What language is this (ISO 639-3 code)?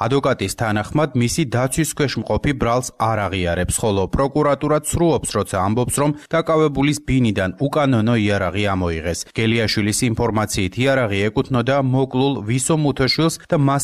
kat